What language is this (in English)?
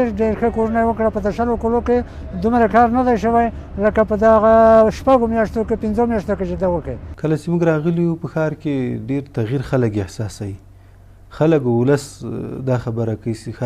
Pashto